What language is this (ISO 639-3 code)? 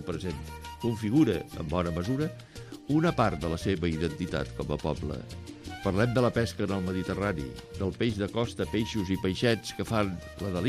cat